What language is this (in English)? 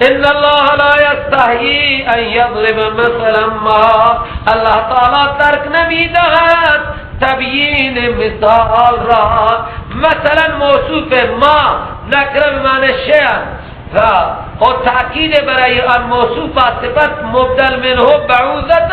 Persian